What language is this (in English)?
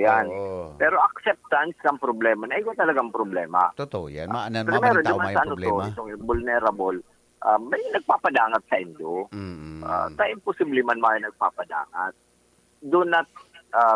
Bikol